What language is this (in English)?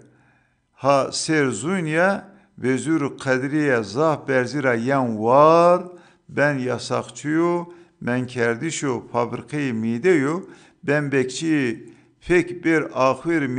Zaza